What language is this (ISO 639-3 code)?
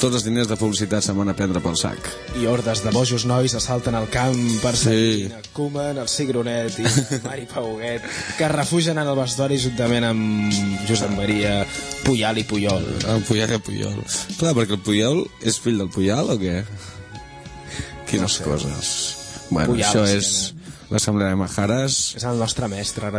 cat